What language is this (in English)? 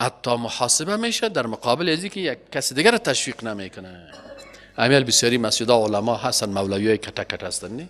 Persian